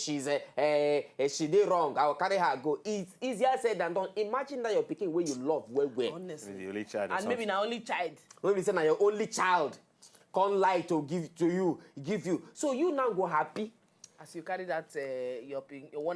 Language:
Nigerian Pidgin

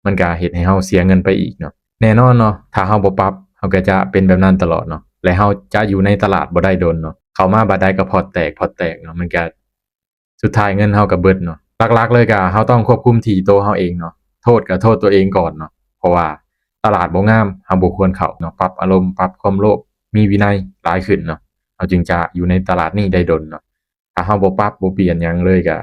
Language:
Lao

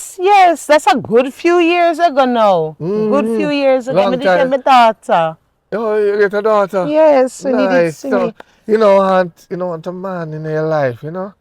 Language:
Jamaican Creole English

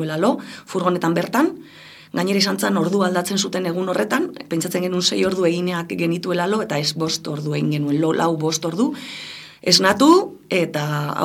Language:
Basque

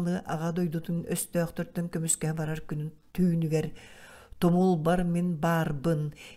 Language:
Yakut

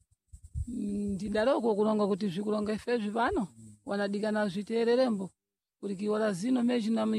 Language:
Sena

